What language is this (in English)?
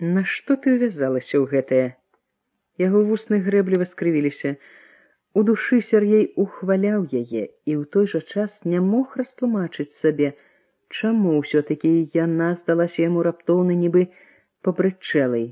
Belarusian